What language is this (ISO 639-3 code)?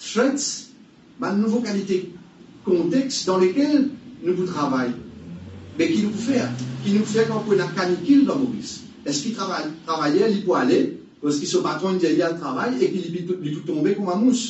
mfe